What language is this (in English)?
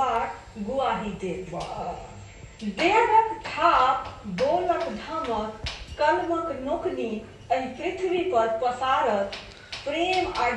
Maithili